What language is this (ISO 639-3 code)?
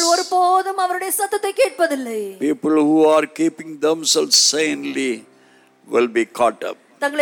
tam